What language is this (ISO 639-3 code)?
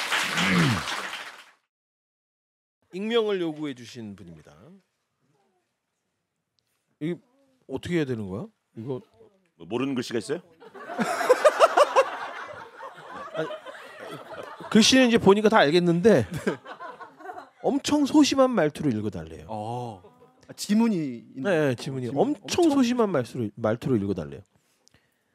kor